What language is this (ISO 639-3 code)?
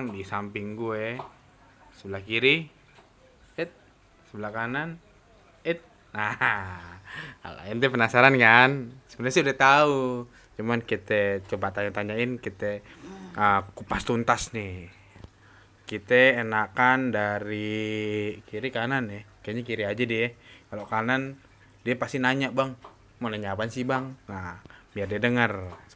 bew